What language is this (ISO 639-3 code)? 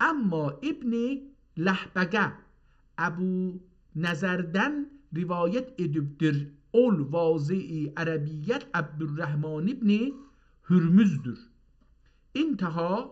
azb